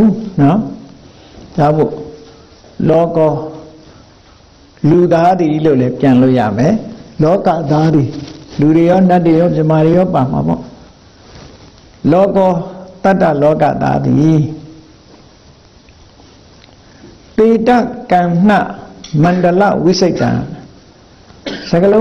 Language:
Burmese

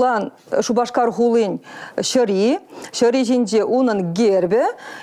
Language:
Chuvash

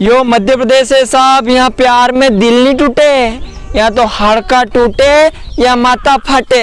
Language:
Rajasthani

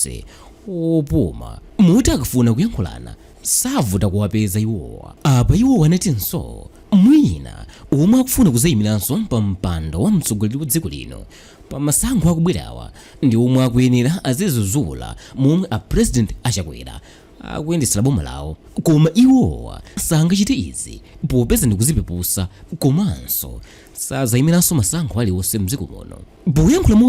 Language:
Nyanja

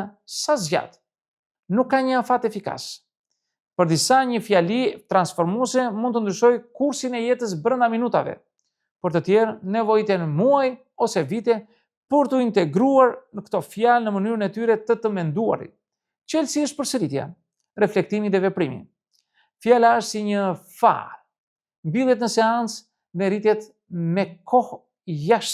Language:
Albanian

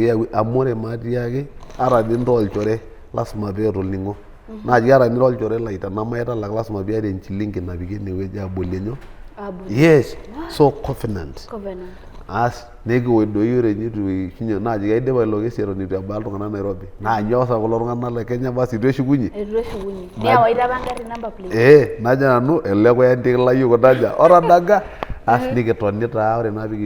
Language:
Masai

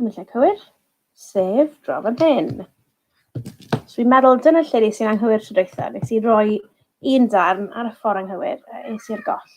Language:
Welsh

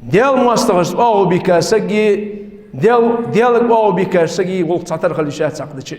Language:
Ingush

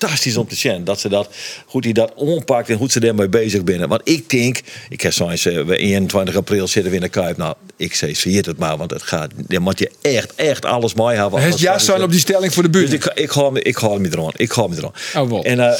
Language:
Western Frisian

